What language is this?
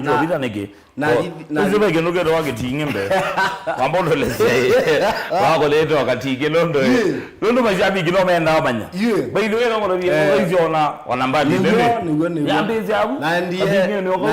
Kamba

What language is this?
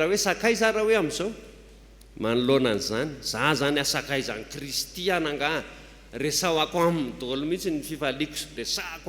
Malagasy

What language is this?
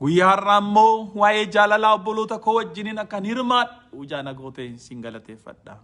Oromo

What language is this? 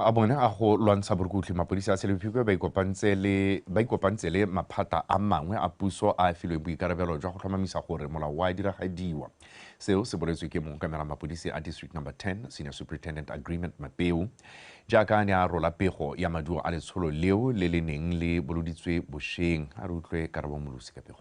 Tswana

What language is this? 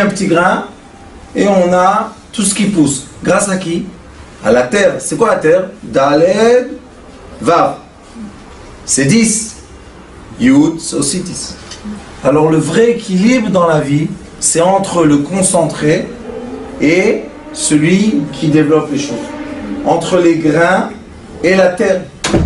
French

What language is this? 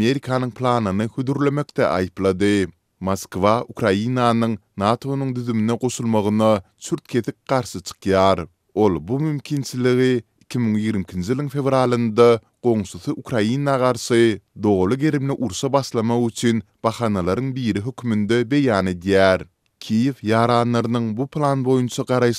Turkmen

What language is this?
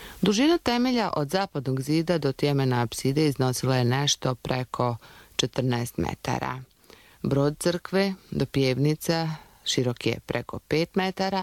Croatian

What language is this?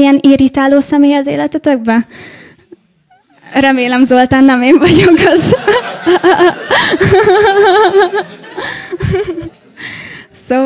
Hungarian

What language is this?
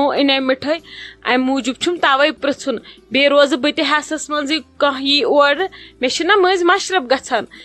Kashmiri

